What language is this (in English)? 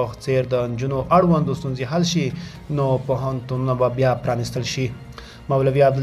Pashto